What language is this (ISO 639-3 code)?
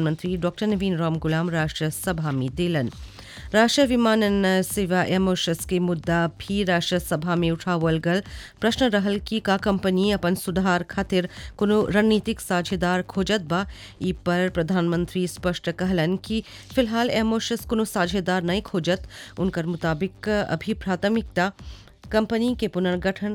bho